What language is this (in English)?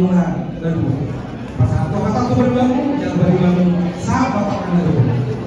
Batak Toba